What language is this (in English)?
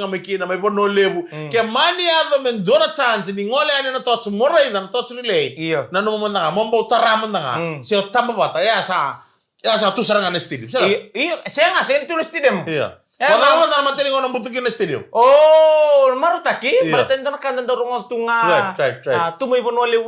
Fijian